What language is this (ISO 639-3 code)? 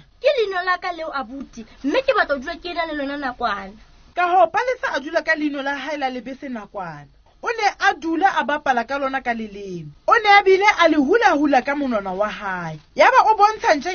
sot